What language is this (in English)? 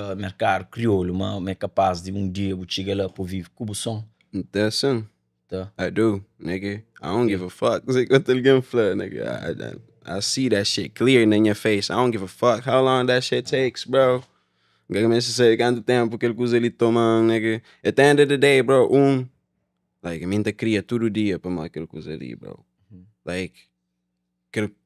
Kabuverdianu